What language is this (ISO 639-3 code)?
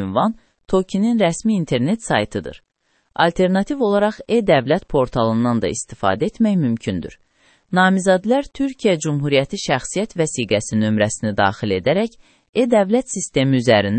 aze